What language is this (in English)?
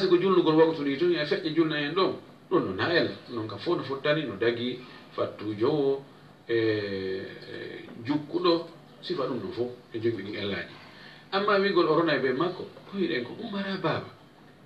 Fula